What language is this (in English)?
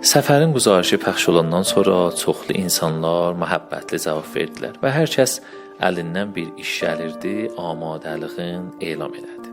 South Azerbaijani